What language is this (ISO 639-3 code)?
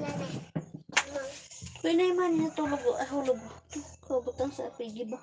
ceb